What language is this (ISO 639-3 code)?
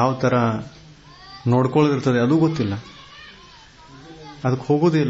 kan